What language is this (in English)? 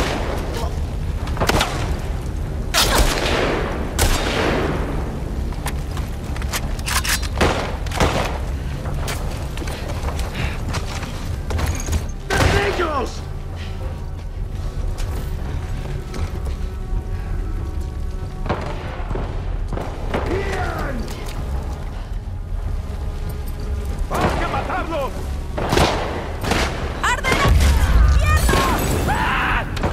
Spanish